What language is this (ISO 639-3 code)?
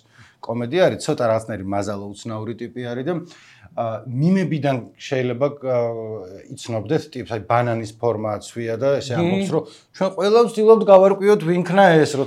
kat